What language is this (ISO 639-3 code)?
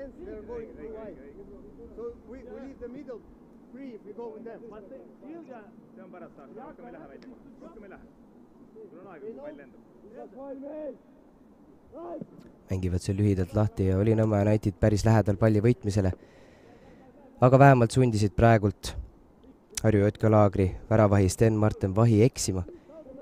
est